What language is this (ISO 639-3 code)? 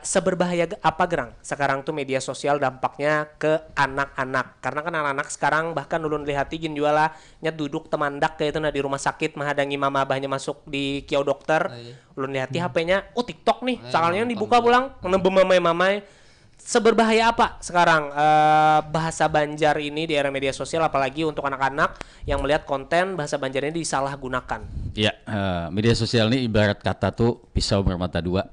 bjn